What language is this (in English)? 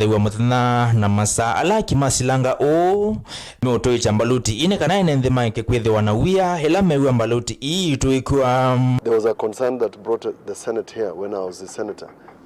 Kamba